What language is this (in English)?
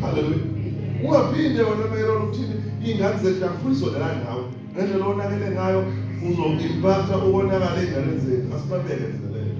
Zulu